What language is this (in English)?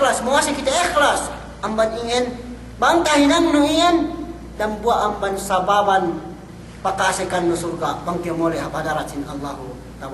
Yakan